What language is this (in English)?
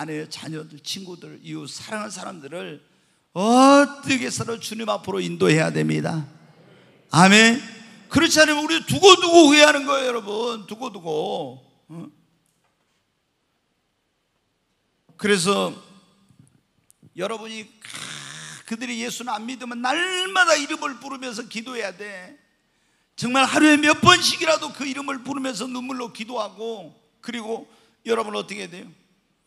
Korean